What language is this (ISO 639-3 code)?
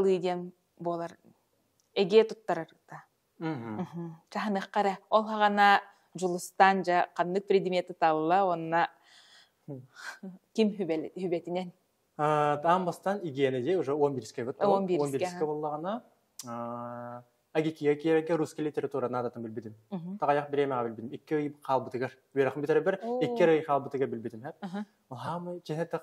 sah